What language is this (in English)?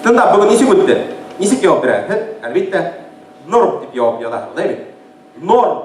Bashkir